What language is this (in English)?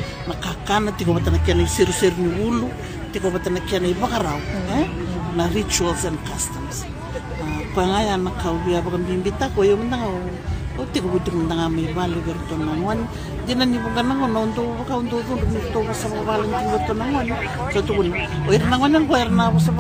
Fijian